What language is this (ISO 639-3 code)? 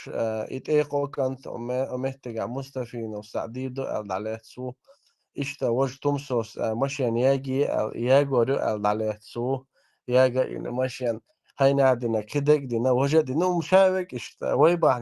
che